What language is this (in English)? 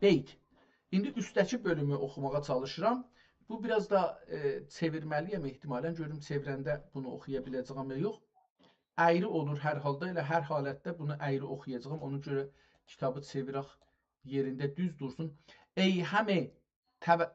South Azerbaijani